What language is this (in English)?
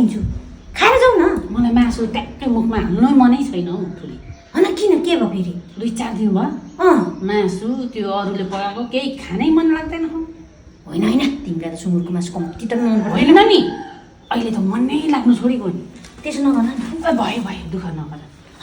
Nepali